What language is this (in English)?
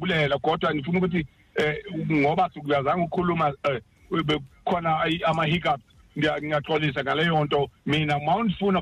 Xhosa